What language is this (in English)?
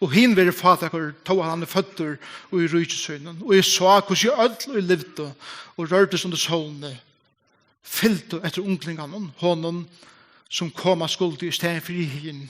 Faroese